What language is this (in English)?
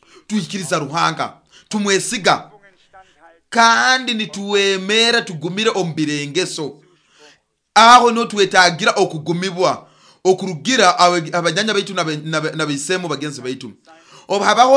Nyoro